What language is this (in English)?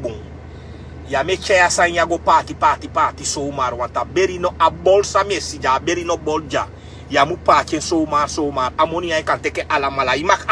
Sranan Tongo